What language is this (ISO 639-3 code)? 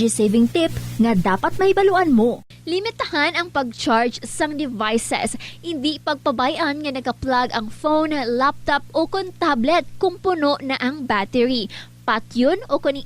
hil